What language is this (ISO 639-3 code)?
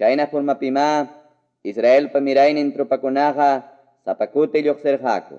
que